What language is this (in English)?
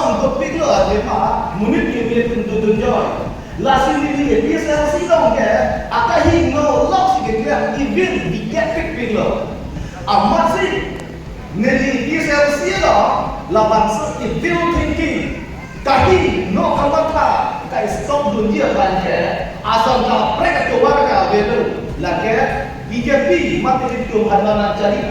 Karbi